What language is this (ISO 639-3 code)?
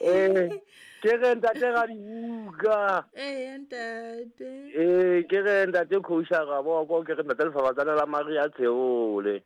sot